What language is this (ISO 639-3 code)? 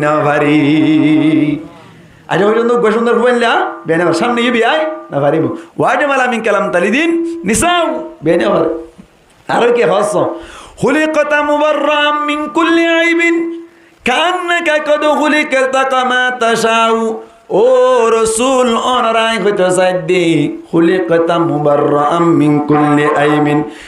rhg